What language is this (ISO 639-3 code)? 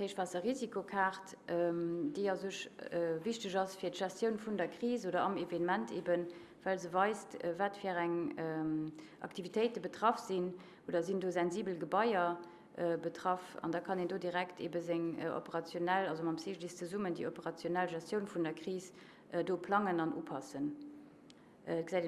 ltz